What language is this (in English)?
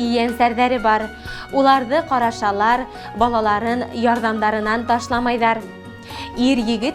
Bashkir